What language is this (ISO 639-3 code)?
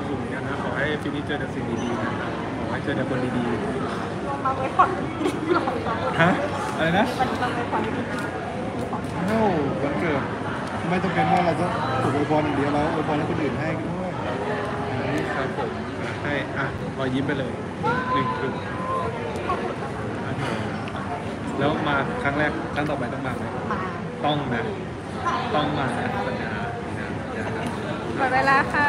tha